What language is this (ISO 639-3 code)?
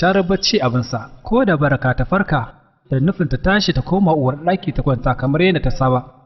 hau